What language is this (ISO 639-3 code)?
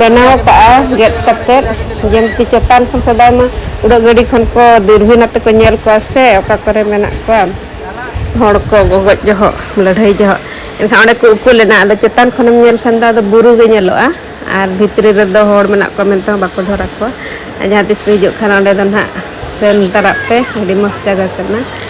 sat